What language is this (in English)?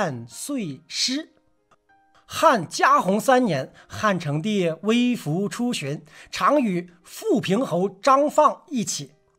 Chinese